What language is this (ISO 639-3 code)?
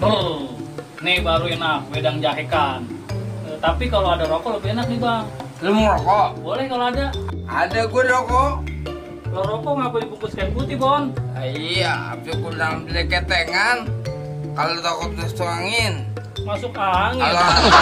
bew